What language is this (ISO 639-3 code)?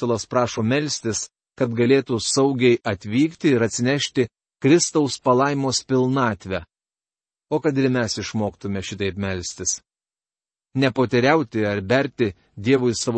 lit